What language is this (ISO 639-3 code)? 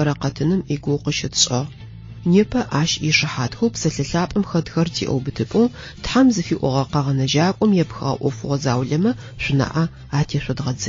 ady